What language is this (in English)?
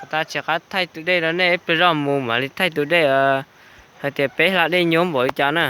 Hmong